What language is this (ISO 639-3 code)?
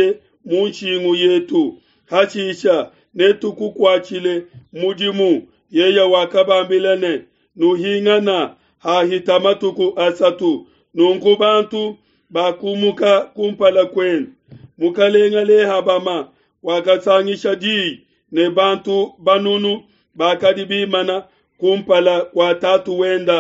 lua